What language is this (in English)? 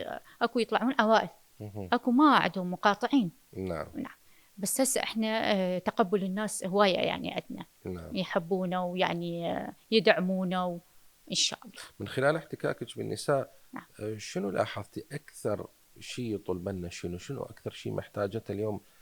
Mesopotamian Arabic